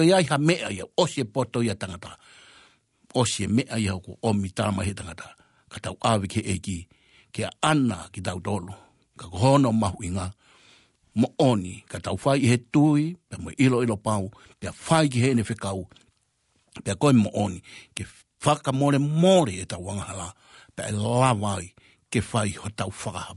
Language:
Tongan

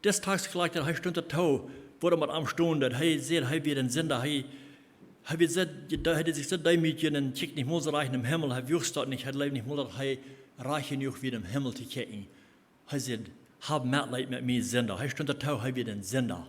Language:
Plautdietsch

